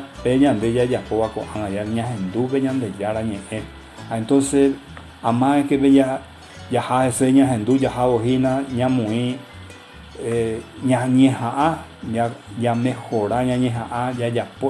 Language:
Guarani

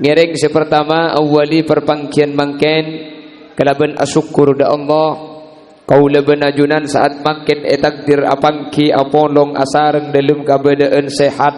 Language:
Madurese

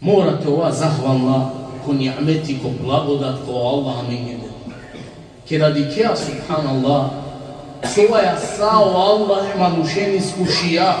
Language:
Balkan Romani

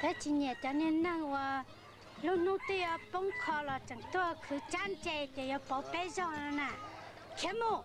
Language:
Hmong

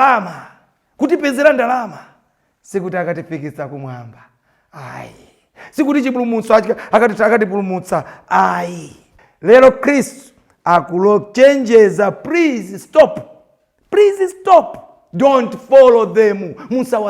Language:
Nyanja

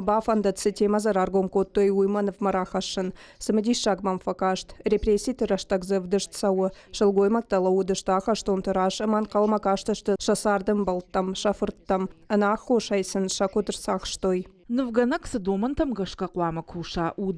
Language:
Ossetic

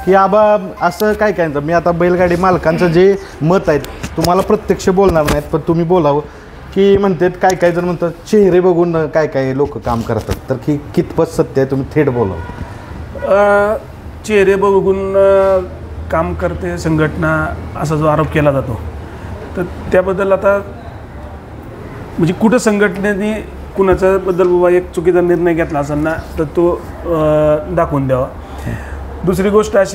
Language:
Marathi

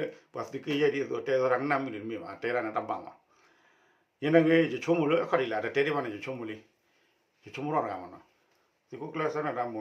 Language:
S'gaw Karen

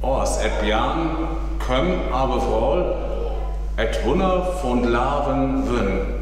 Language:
Northern Frisian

